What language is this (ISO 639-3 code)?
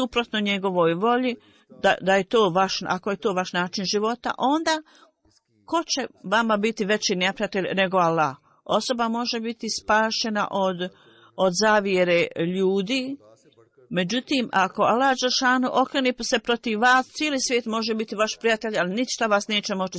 bos